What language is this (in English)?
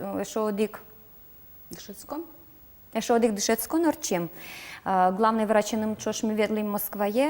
Udmurt